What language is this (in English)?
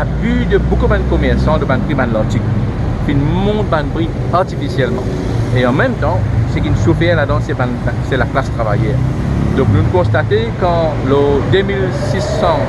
Morisyen